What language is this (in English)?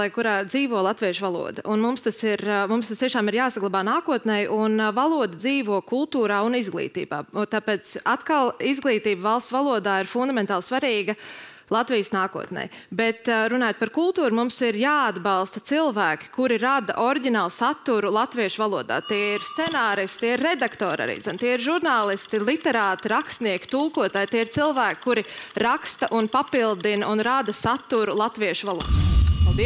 Latvian